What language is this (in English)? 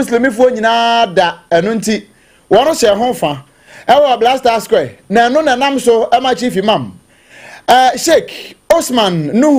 Akan